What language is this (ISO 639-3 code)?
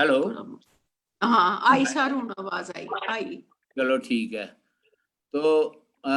doi